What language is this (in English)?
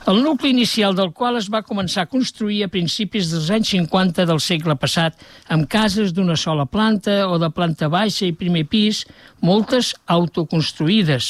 Catalan